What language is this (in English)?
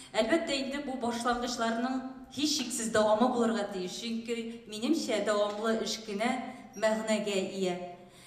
Tatar